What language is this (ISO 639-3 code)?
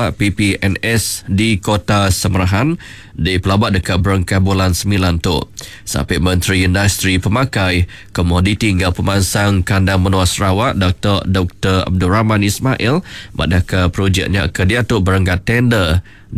iba